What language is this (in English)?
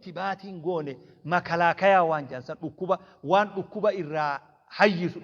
Oromo